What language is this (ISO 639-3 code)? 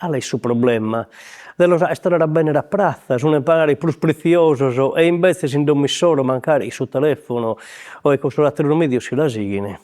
srd